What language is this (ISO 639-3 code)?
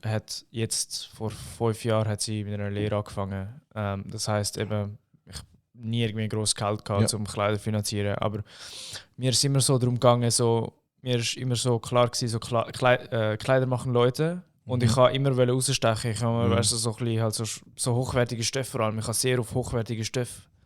gsw